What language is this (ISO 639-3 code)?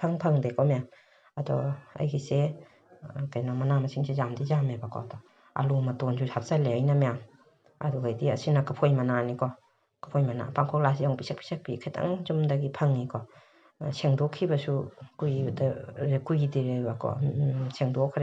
mni